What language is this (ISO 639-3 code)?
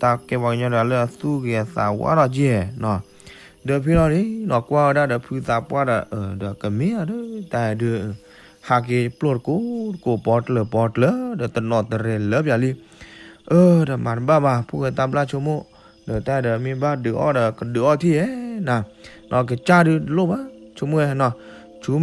ksw